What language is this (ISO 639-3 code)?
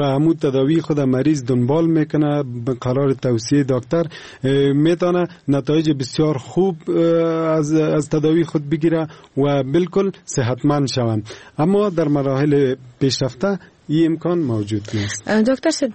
fas